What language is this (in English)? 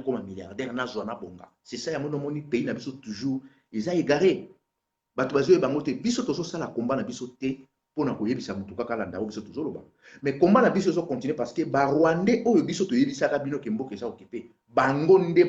Lingala